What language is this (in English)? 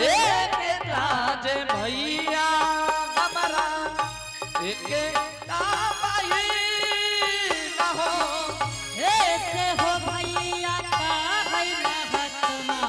Angika